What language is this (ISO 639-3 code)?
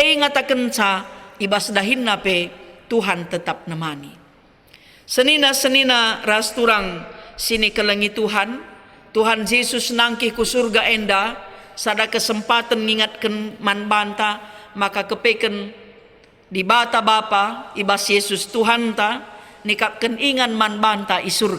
btx